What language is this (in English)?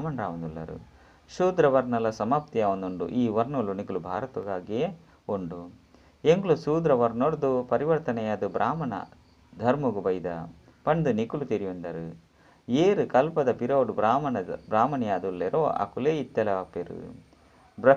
Tulu